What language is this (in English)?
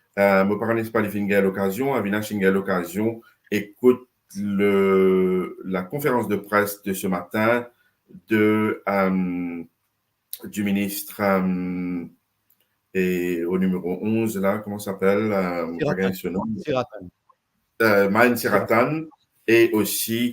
Morisyen